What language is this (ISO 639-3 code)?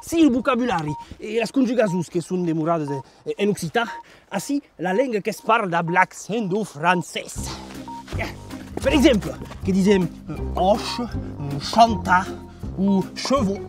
oci